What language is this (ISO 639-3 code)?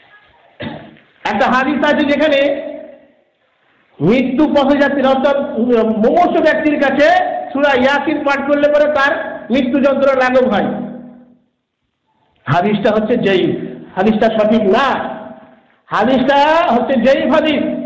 ben